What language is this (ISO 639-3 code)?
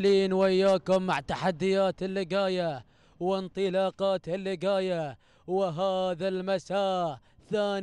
ara